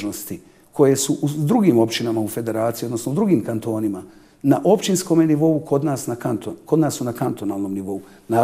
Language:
Bosnian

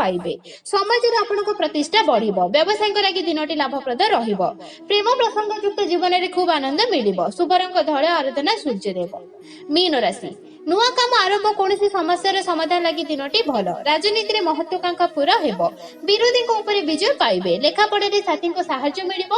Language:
Odia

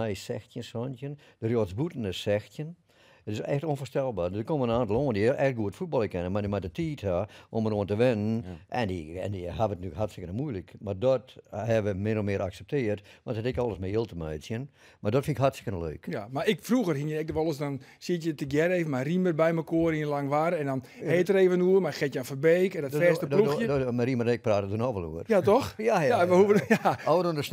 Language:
Western Frisian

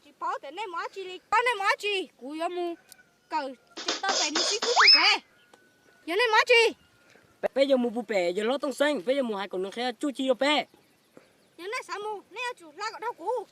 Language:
Hmong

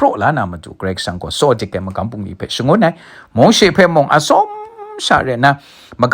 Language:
Kachin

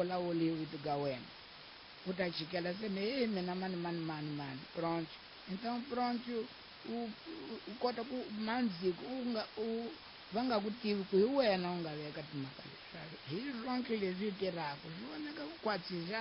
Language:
Tsonga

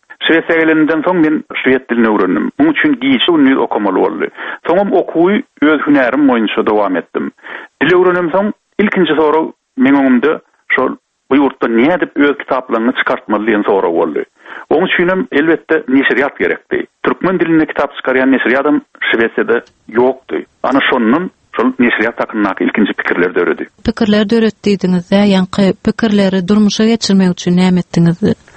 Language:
Turkmen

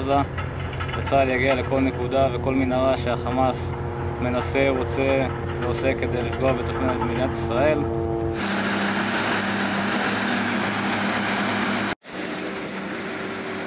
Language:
Hebrew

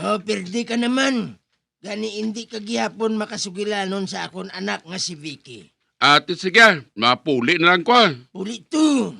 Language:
Hiligaynon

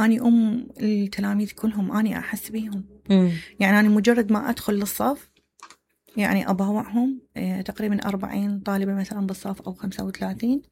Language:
Mesopotamian Arabic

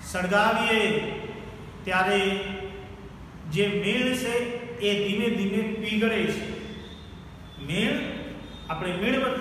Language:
Gujarati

